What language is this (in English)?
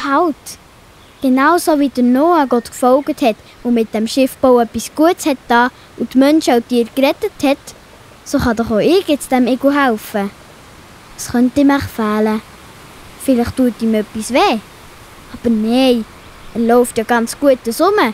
Swiss German